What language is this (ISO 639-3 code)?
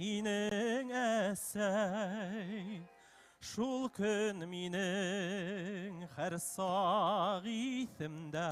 bak